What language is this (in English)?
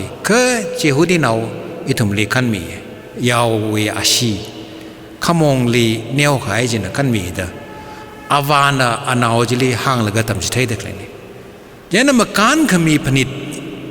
Tangkhul Naga (India)